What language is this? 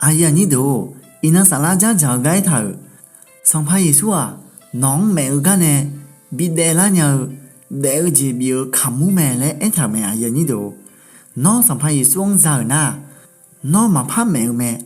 Akha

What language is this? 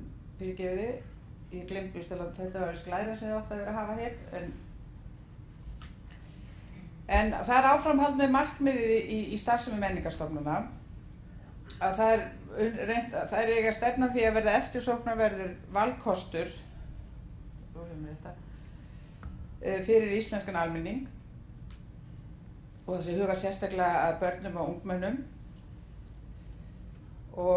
Icelandic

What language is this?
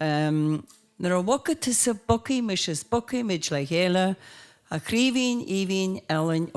Irish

